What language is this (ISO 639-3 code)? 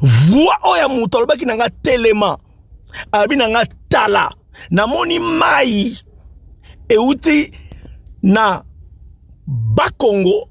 lin